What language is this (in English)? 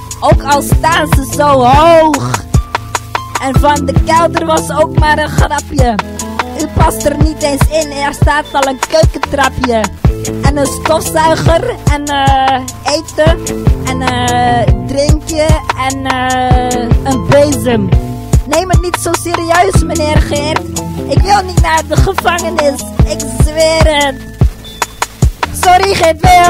Dutch